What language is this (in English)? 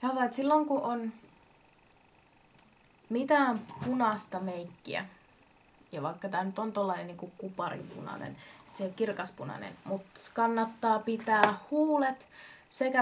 Finnish